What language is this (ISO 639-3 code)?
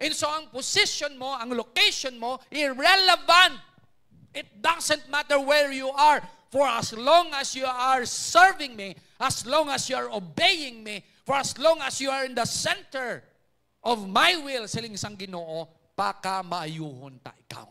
hil